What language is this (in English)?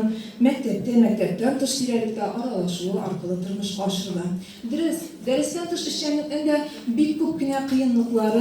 Tatar